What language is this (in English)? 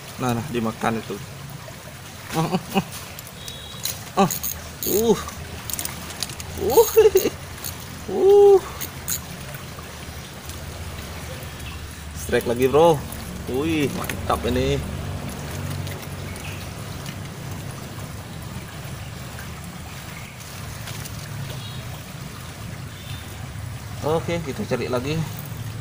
Indonesian